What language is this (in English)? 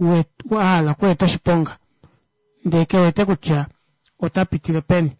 Kuanyama